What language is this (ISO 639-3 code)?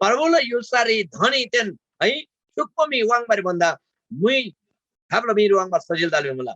taj